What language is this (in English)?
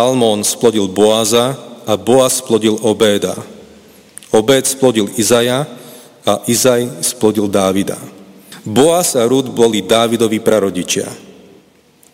Slovak